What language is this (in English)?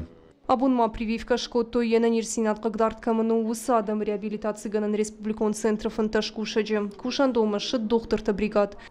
Ossetic